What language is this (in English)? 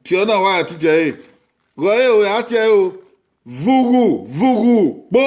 Bini